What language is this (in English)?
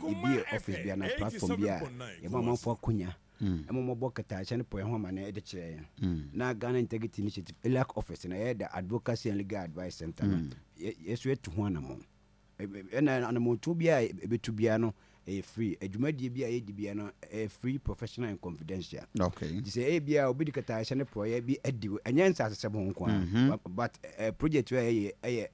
Akan